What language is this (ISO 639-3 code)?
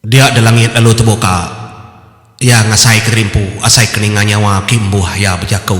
iba